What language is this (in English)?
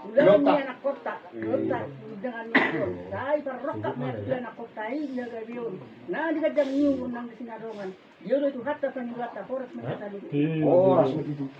Batak Toba